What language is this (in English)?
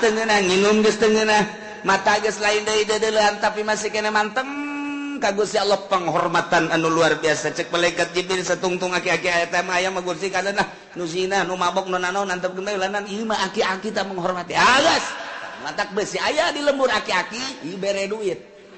Sundanese